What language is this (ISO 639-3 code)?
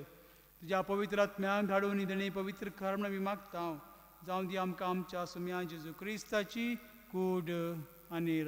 kok